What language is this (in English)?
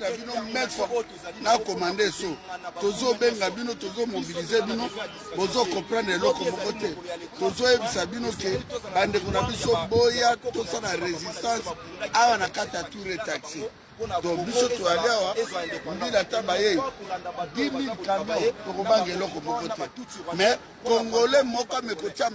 Lingala